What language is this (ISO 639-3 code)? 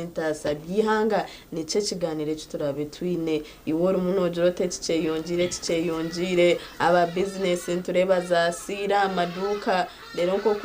nyn